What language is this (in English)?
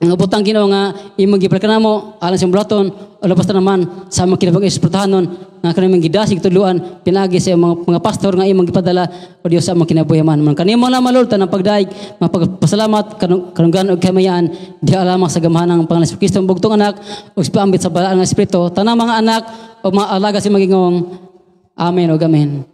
Cebuano